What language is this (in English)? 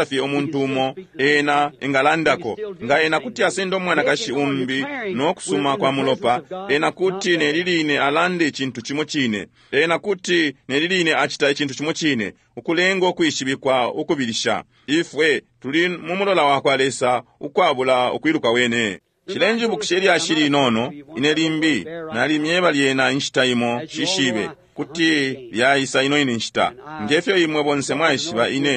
Bemba